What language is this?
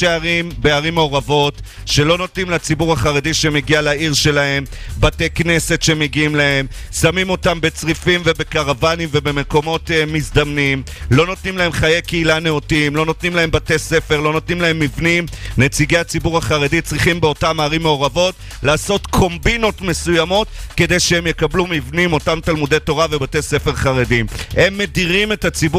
Hebrew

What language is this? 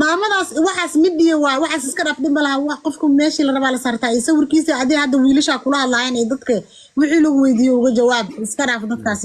Somali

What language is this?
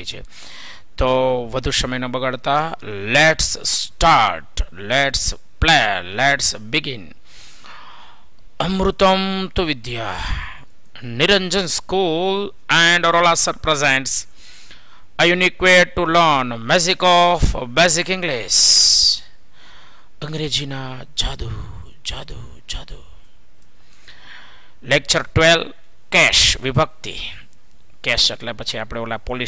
Gujarati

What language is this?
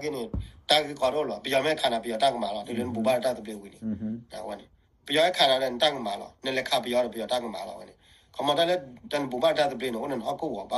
S'gaw Karen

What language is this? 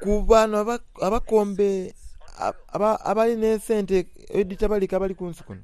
Soga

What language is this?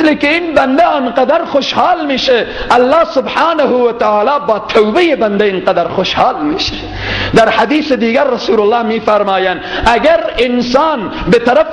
Persian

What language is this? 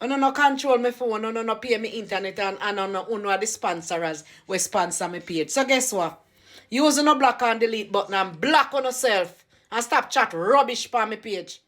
Jamaican Creole English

